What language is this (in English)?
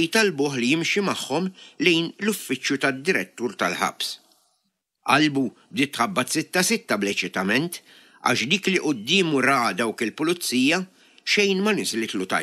Maltese